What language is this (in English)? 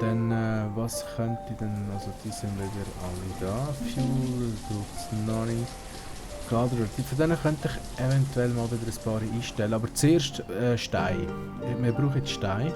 Swiss German